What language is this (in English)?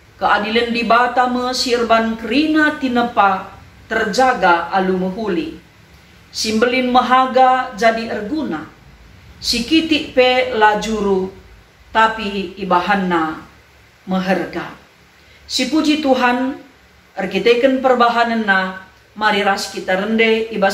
Batak Karo